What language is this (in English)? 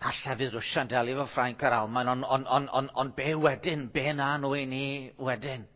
Welsh